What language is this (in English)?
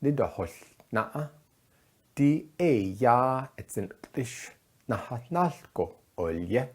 Navajo